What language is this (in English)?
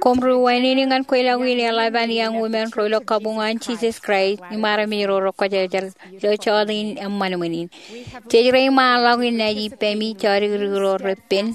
Marshallese